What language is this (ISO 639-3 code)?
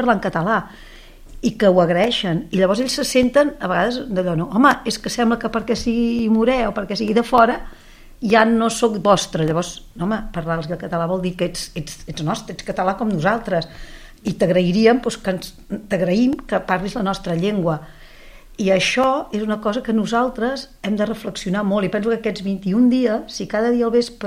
cat